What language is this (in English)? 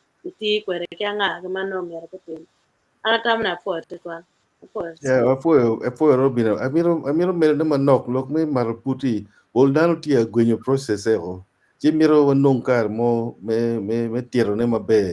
Acoli